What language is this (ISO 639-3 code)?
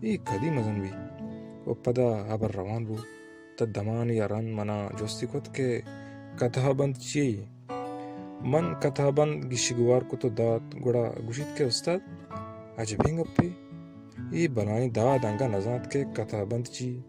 bal